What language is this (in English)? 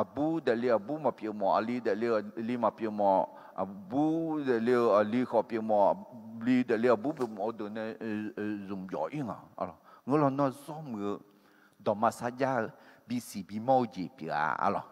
Akha